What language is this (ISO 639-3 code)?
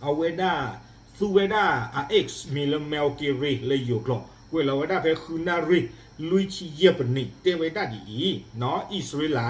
ksw